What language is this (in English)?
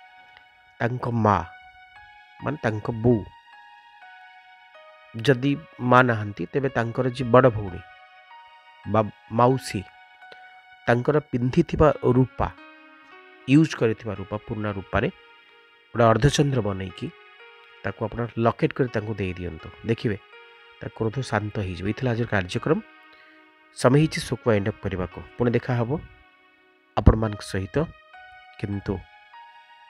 Odia